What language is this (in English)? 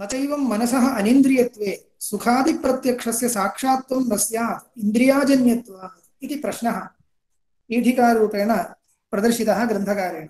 Sanskrit